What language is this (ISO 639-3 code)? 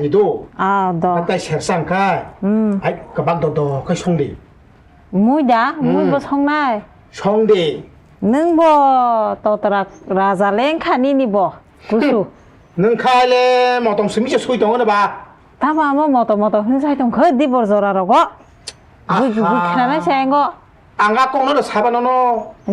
trp